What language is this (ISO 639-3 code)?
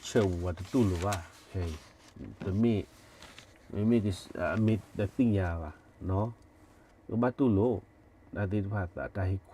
ksw